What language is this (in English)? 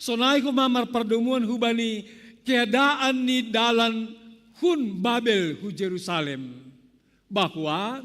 Batak Simalungun